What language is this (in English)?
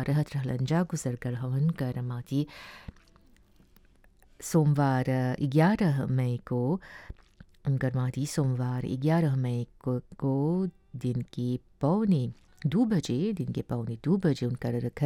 Bhojpuri